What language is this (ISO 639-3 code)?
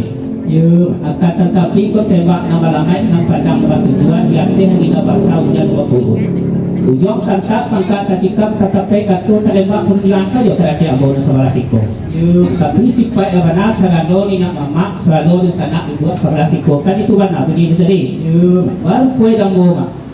min